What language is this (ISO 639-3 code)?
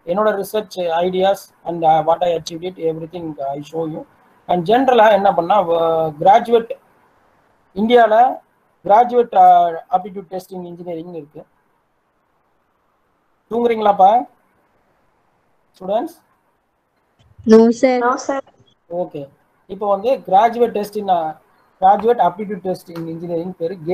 tam